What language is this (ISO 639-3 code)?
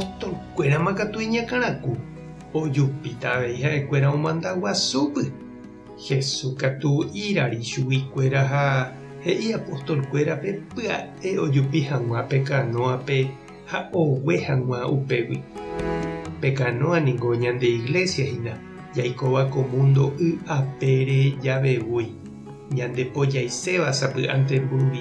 grn